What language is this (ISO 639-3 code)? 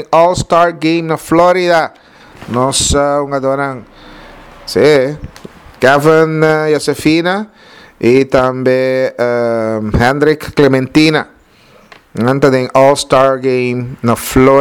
pap